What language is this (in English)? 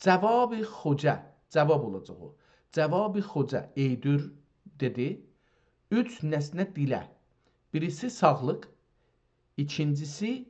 South Azerbaijani